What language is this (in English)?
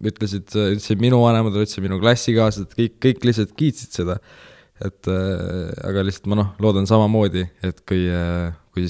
Estonian